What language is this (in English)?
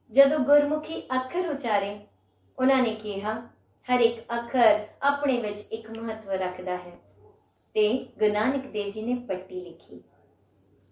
Punjabi